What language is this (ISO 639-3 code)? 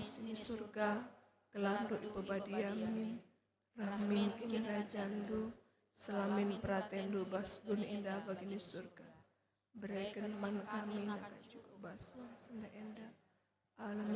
btx